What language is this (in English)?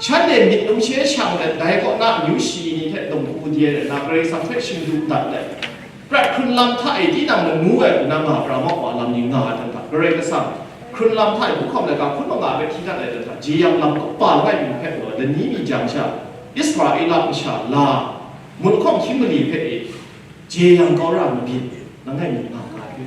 Kachin